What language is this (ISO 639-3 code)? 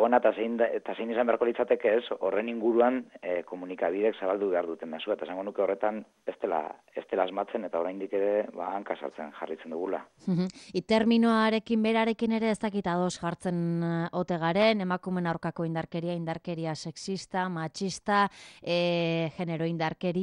eus